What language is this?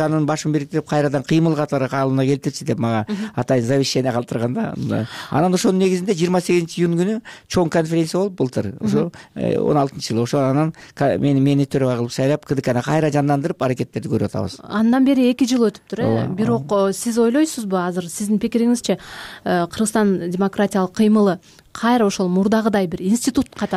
Kyrgyz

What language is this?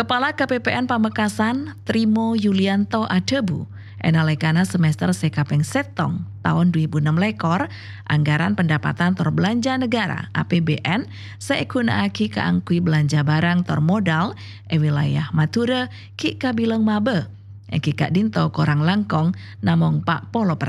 Madurese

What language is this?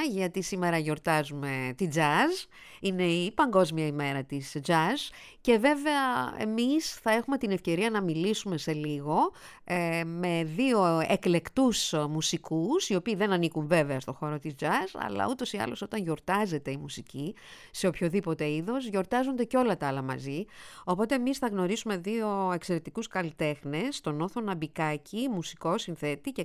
Greek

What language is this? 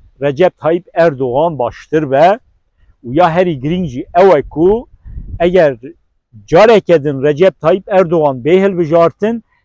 Kurdish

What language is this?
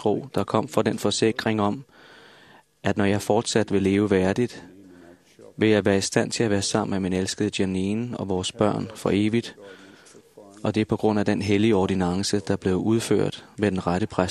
Danish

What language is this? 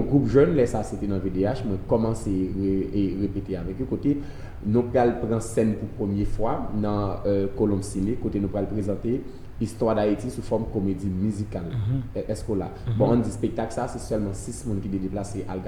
Haitian Creole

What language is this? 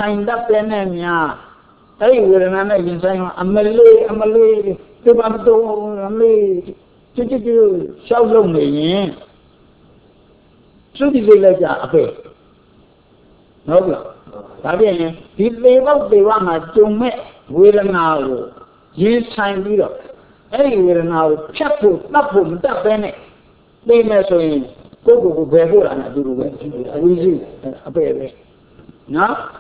Burmese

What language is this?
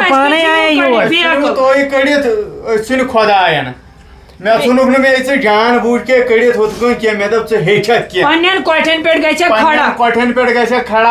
Kashmiri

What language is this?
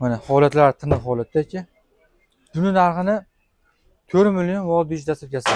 Uzbek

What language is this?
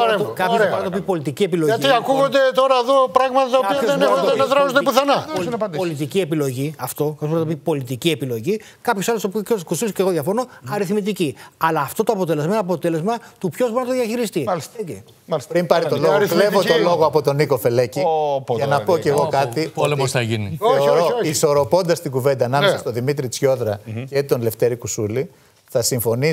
Greek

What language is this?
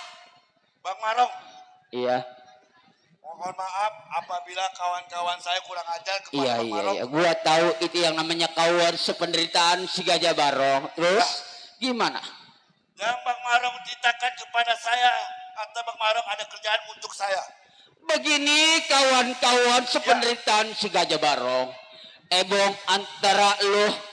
Betawi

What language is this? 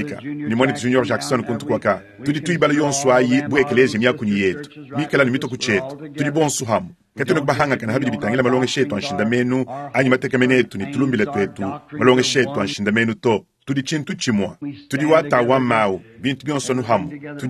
Luba-Lulua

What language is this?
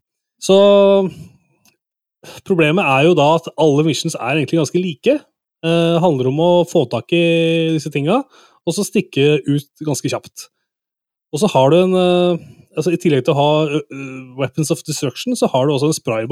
Norwegian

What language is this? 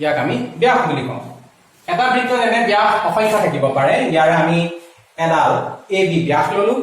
Assamese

